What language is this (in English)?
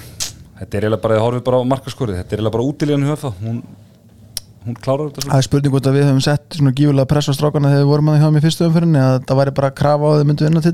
Icelandic